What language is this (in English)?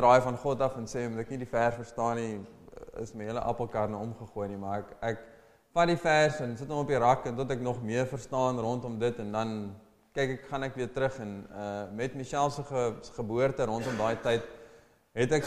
Afrikaans